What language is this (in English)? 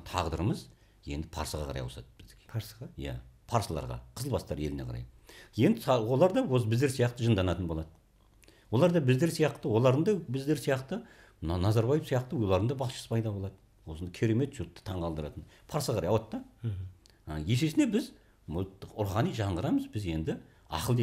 Kazakh